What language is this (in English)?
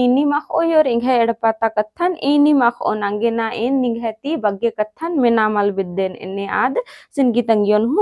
Kurukh